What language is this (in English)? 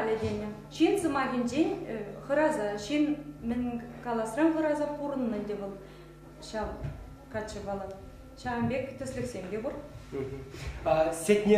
Chuvash